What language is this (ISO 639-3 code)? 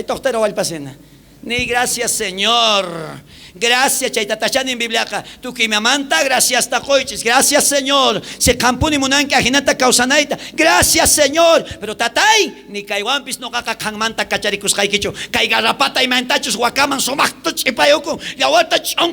quh